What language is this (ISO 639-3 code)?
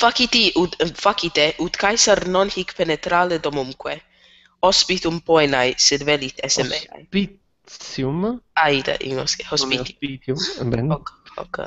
lat